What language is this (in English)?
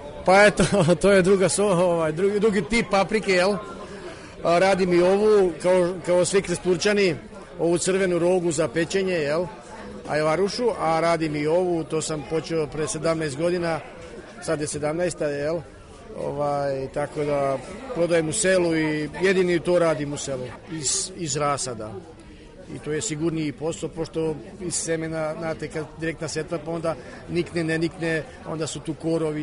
Serbian